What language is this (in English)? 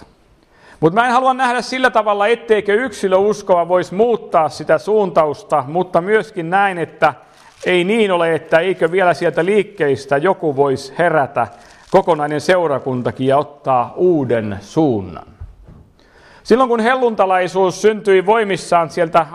Finnish